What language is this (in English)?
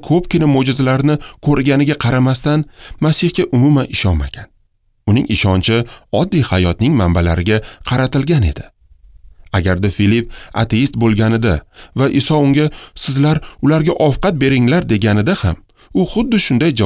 Uzbek